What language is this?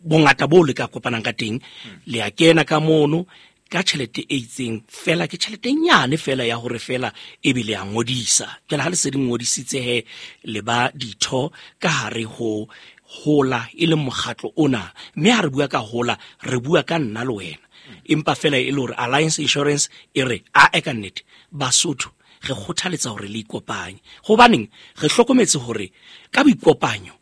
Southern Sotho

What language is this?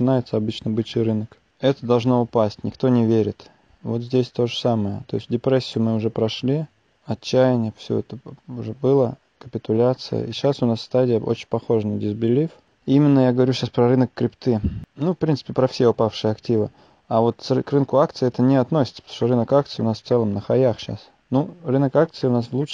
Russian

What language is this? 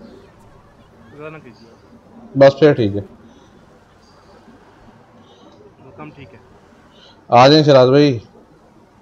Hindi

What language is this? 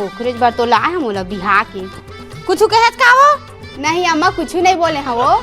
Chhattisgarhi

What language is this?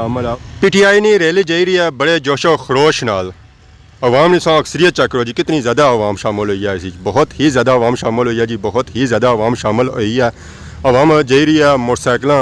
Pahari-Potwari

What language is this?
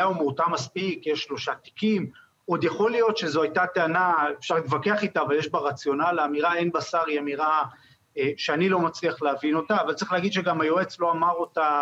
Hebrew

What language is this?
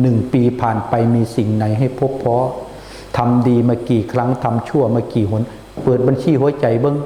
Northeastern Thai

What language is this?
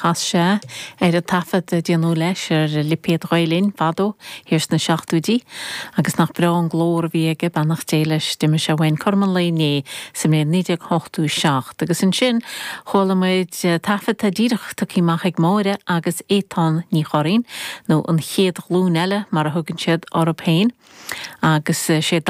Irish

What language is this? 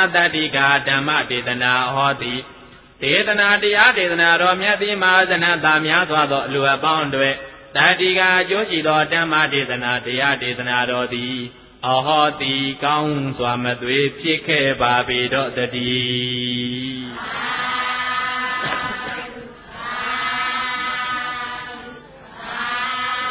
Burmese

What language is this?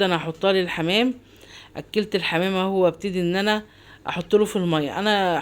Egyptian Arabic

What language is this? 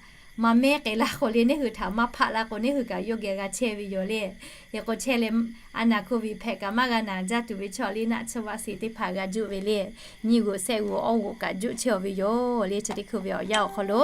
Lahu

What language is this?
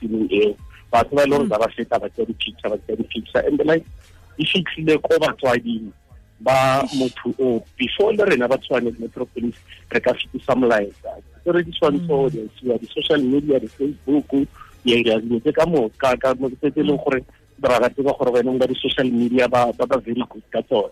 Tswana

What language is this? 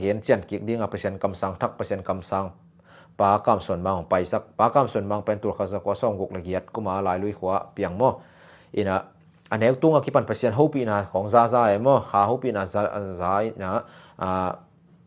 Tedim Chin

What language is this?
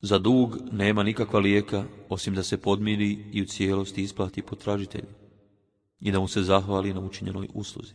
Bosnian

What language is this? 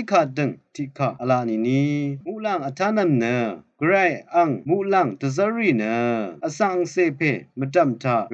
Rawang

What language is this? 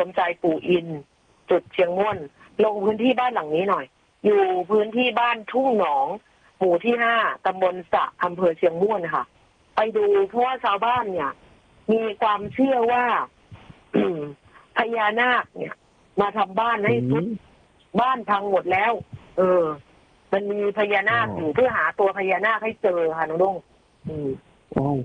Thai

